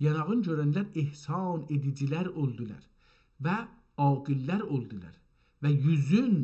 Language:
South Azerbaijani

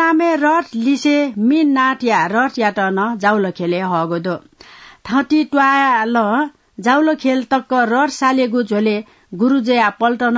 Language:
Newari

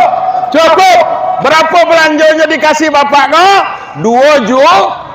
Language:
Minangkabau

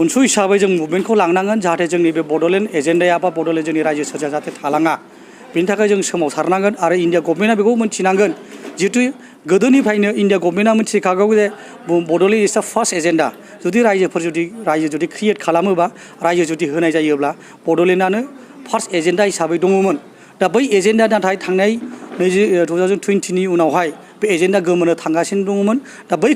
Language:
Bodo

